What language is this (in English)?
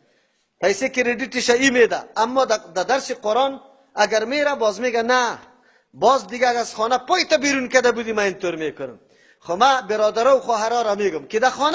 Persian